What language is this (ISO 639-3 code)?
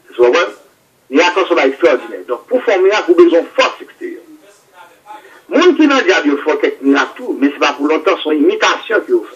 fra